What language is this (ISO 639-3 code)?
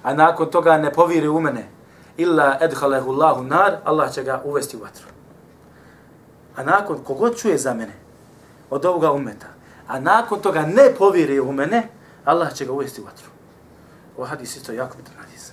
bos